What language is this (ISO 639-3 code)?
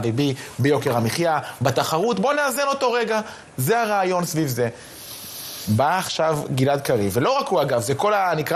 heb